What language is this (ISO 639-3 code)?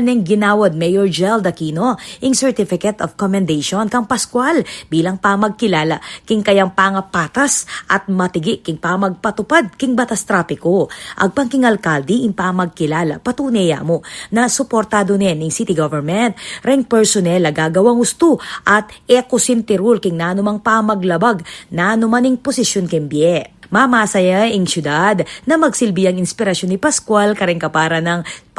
pam